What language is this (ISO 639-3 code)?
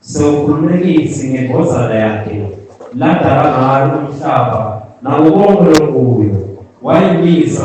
ssw